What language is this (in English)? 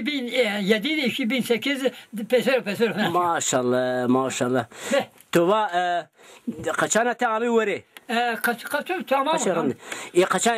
Zaza